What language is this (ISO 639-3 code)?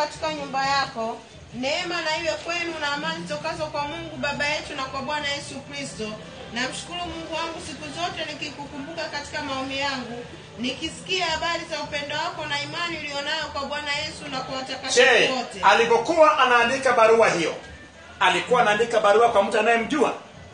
swa